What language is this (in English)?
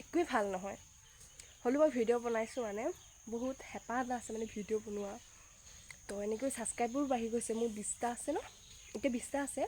Assamese